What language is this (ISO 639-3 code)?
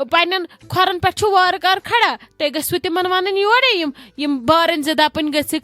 kas